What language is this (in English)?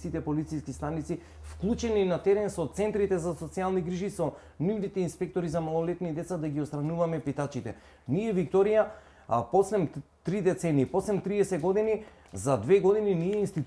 Macedonian